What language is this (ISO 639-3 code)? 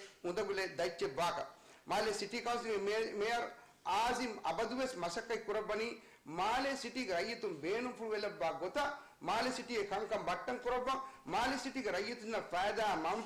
div